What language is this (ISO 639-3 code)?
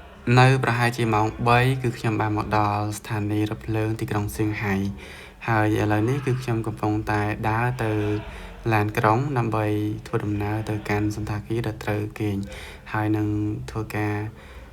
khm